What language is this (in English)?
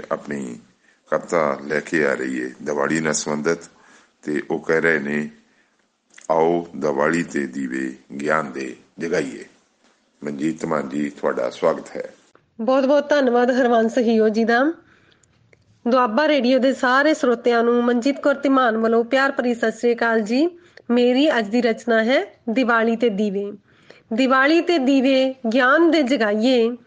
Punjabi